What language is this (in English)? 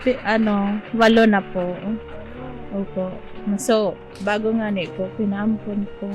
Bikol